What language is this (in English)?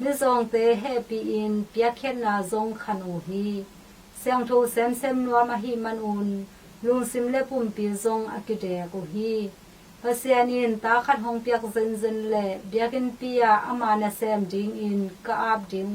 Tedim Chin